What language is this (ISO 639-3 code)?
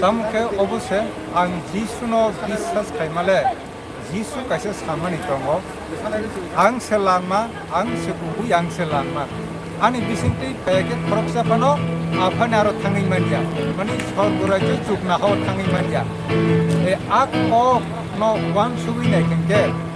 trp